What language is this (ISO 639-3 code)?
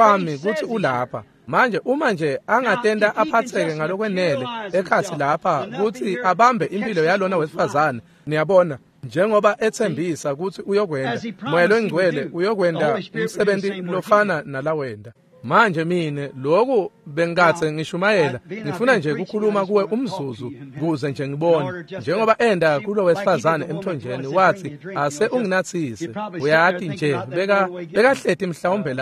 ssw